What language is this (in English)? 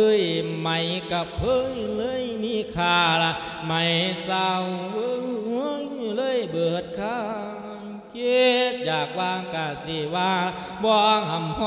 Lao